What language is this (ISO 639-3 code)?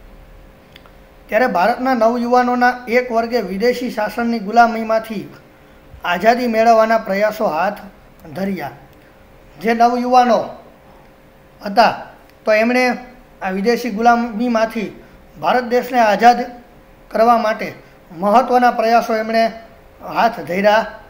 guj